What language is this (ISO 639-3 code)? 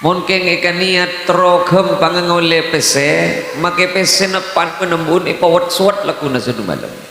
mad